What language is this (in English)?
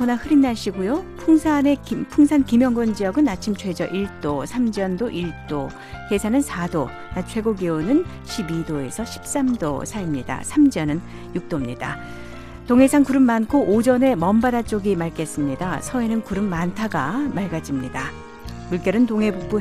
Korean